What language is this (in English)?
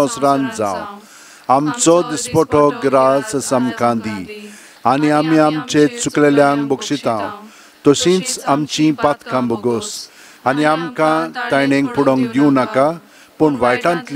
Konkani